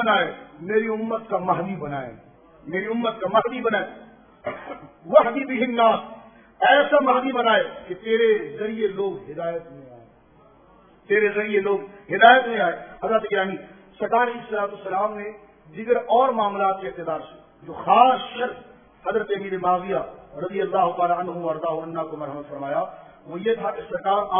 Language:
Urdu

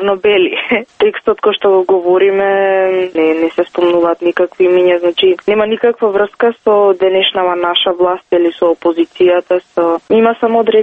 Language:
Macedonian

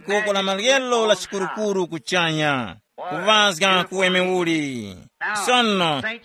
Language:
Tumbuka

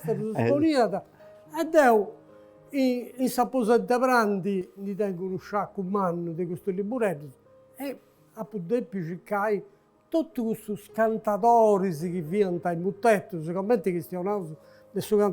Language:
Sardinian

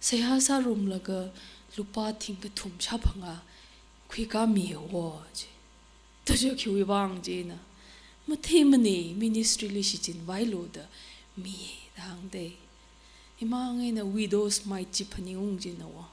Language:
Tangkhul Naga (India)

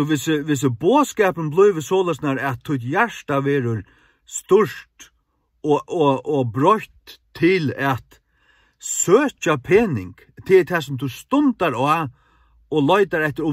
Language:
Faroese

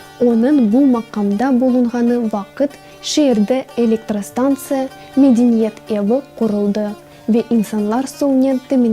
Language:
Crimean Tatar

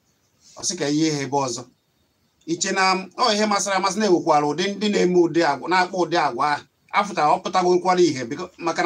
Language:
Igbo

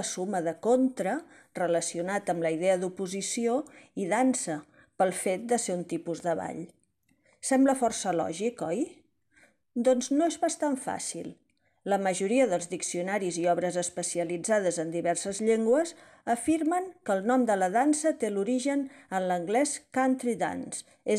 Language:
Catalan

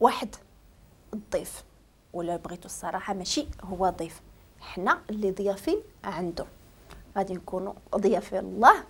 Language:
Moroccan Arabic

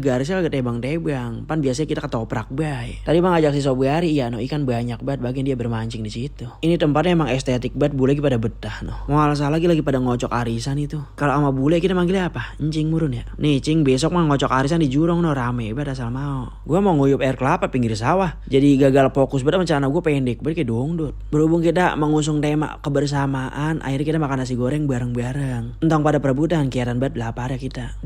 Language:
Betawi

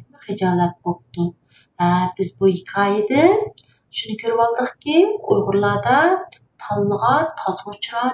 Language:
Uyghur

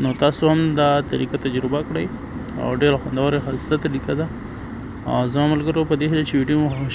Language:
Pashto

